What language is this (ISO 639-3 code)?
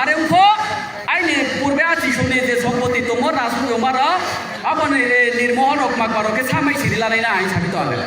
ria